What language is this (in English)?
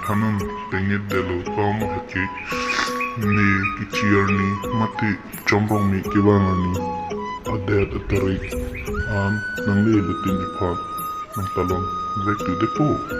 Karbi